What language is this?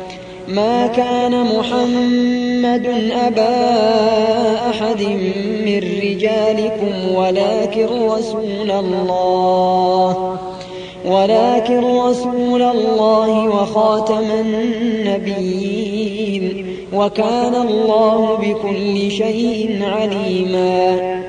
Arabic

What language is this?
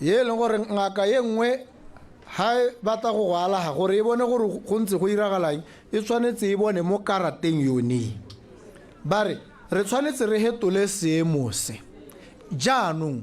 Tswana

